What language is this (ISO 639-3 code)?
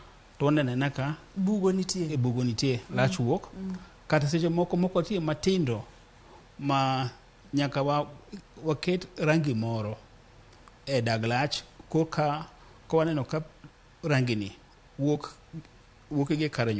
luo